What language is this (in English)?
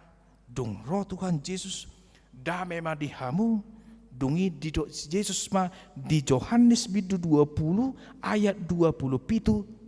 Batak Toba